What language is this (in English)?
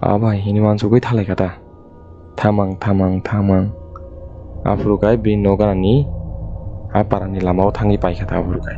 Kok Borok